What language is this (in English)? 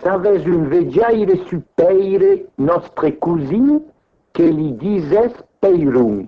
Occitan